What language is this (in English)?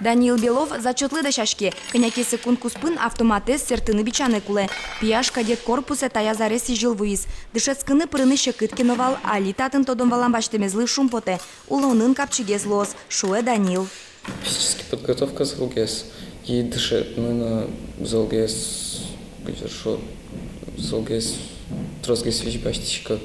Udmurt